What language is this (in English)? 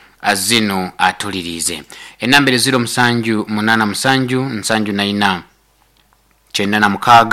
Nyoro